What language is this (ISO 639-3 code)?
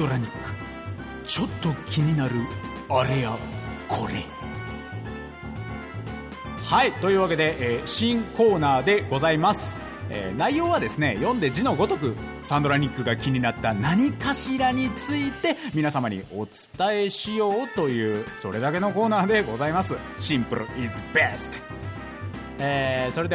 jpn